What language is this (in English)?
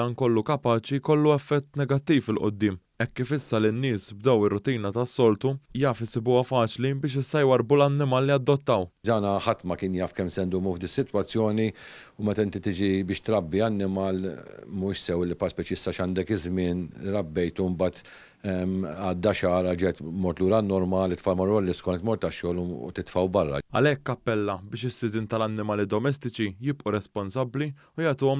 Maltese